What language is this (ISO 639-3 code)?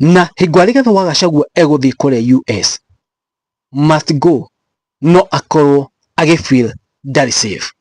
kik